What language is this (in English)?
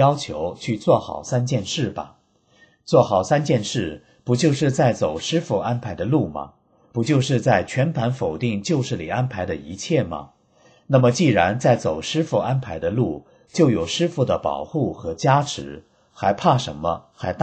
Chinese